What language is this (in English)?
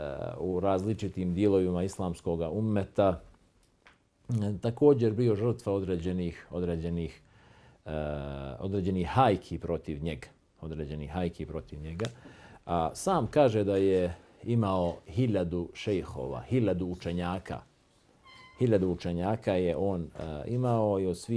Bosnian